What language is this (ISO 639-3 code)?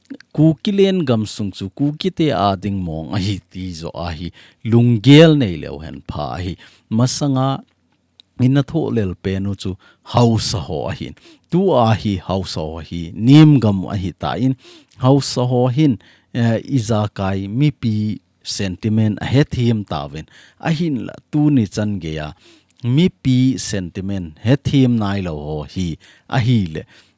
tcz